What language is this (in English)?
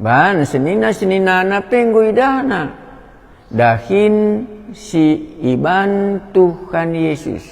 Batak Karo